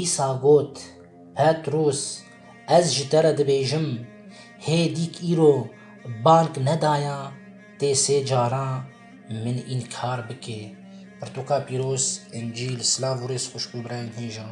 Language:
Kurdish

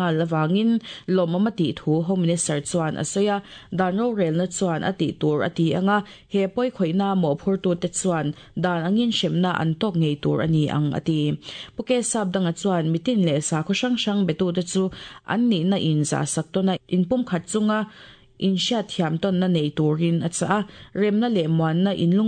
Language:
Mizo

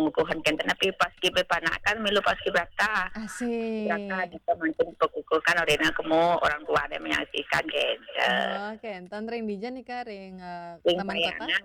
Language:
Balinese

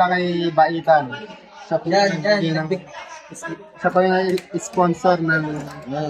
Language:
Filipino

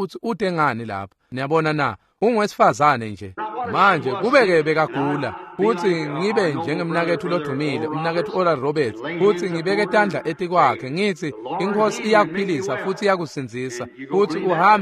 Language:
Swati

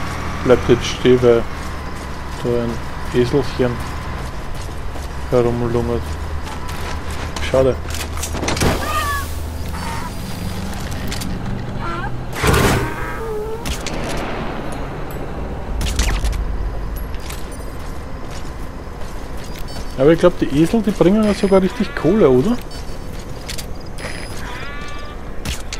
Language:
German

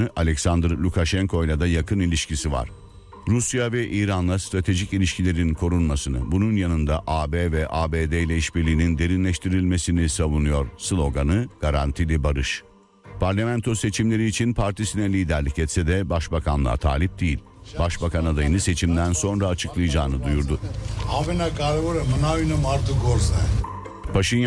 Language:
Turkish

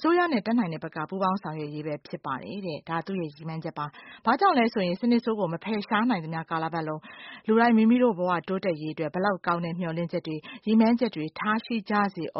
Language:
Burmese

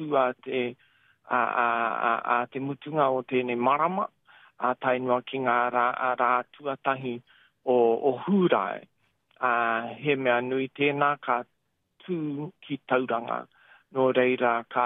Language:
Māori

